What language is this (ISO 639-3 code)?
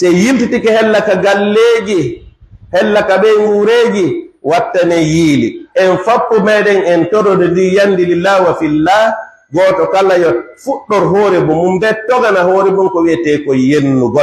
ful